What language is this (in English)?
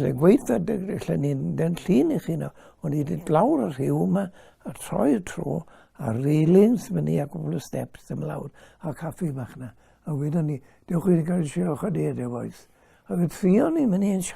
Welsh